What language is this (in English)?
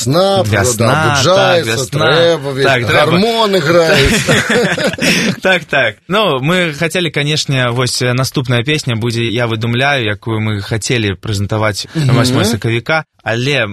Belarusian